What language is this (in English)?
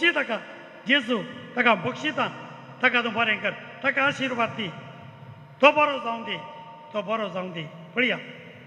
Konkani